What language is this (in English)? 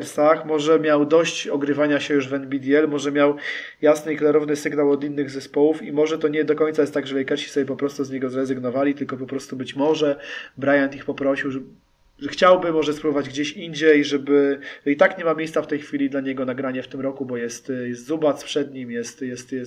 Polish